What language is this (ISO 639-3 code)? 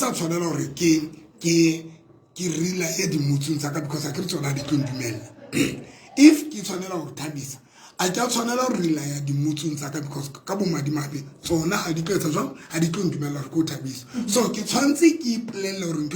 sot